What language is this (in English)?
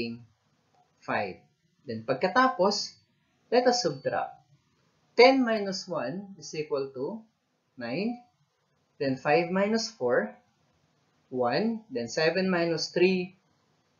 Filipino